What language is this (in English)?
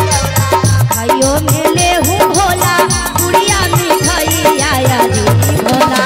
Magahi